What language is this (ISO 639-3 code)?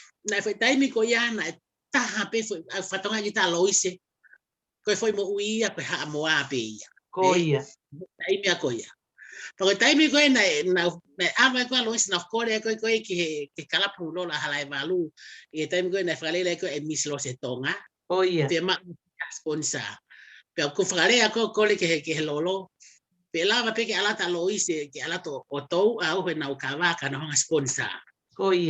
ton